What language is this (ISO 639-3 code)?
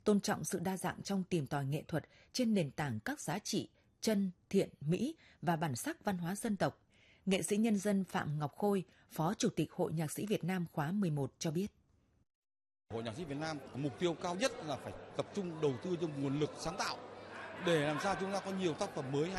vie